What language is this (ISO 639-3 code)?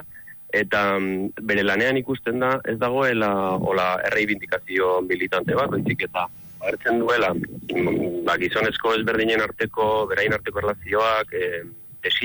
eus